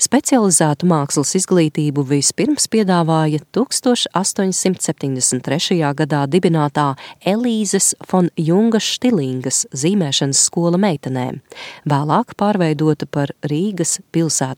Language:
Latvian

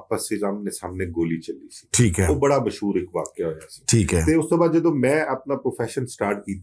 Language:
Western Panjabi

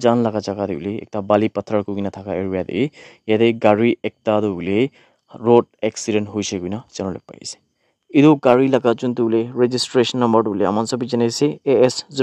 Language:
Naga Pidgin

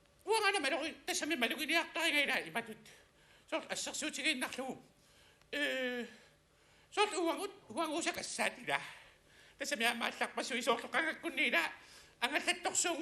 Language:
Kalaallisut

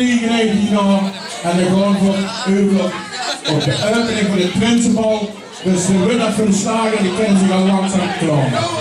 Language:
Limburgish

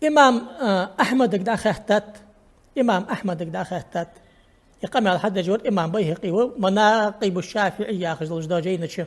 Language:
Ingush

